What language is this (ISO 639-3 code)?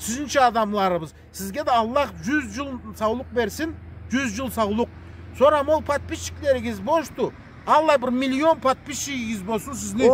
krc